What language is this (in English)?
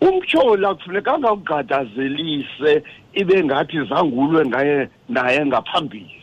Xhosa